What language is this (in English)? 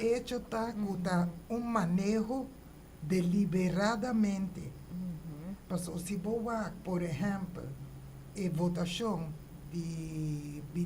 Papiamento